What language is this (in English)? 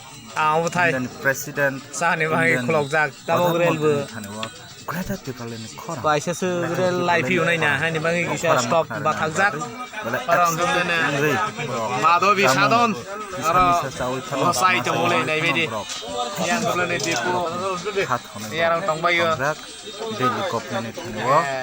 Kok Borok